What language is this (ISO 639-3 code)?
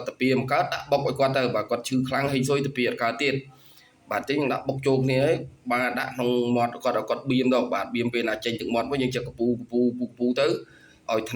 khm